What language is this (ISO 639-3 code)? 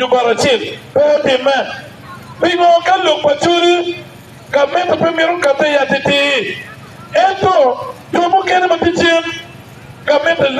ach